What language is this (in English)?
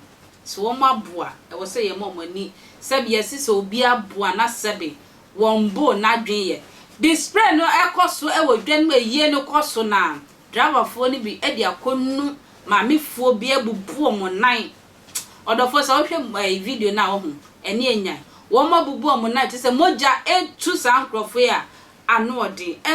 Akan